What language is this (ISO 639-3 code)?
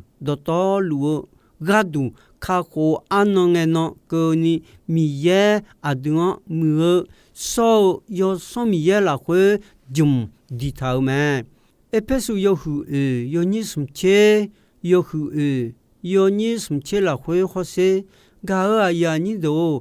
ahk